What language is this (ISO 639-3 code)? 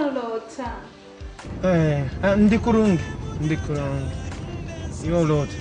nyo